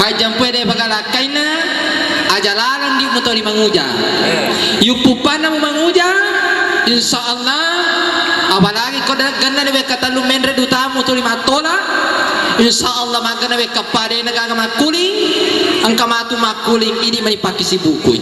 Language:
Buginese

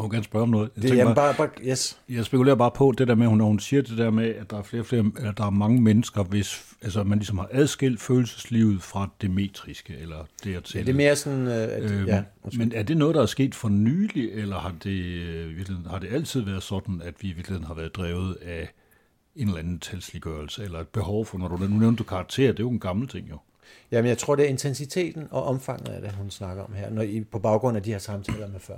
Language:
Danish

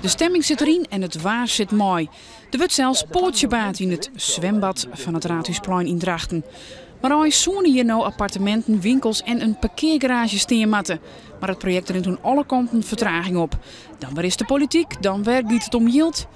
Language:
Western Frisian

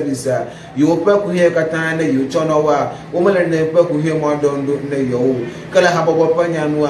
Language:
Ewe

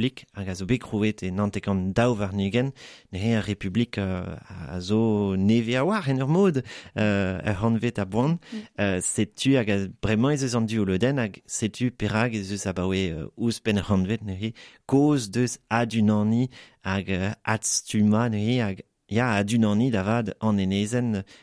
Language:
Breton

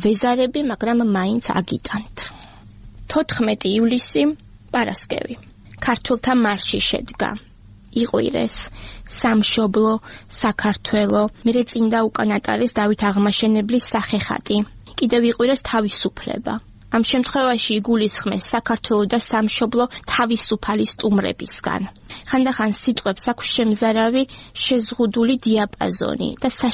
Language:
Georgian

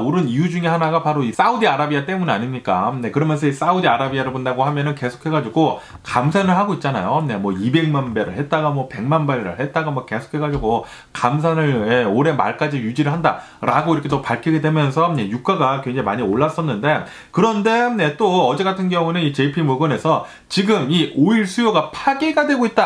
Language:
Korean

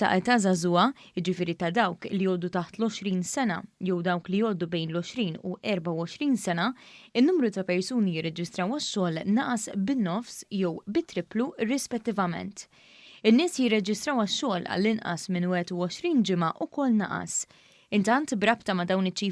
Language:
Maltese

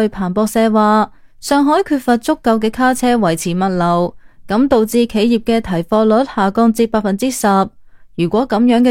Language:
Cantonese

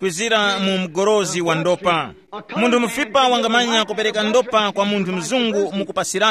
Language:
Tumbuka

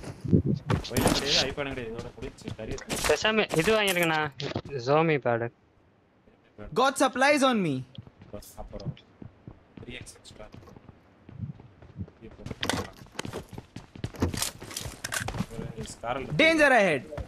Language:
Tamil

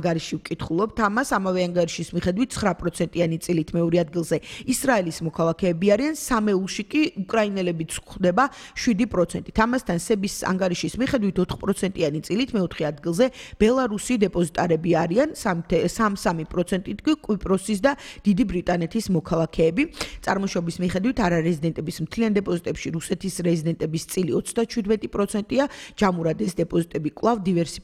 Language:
Georgian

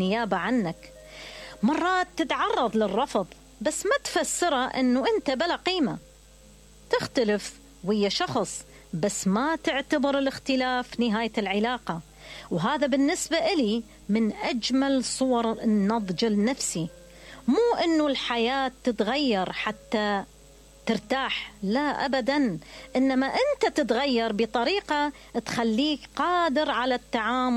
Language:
Mesopotamian Arabic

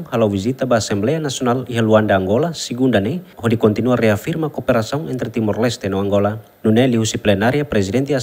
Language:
Tetum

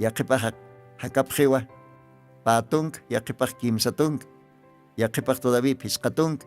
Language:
Aymara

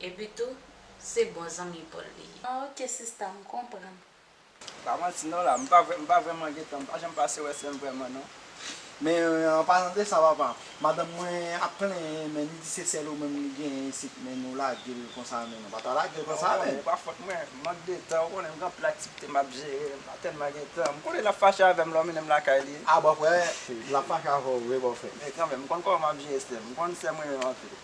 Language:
Haitian Creole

